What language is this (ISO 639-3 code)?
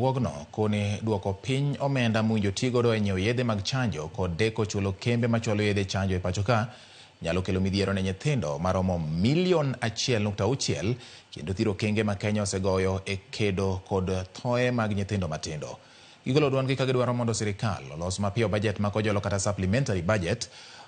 luo